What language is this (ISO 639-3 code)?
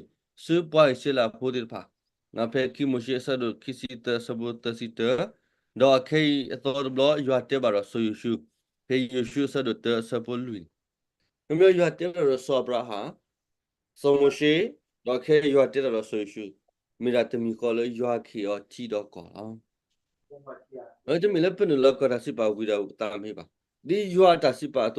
ksw